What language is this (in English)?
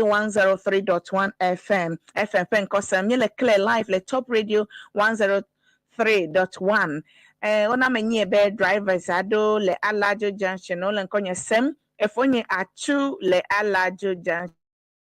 Ewe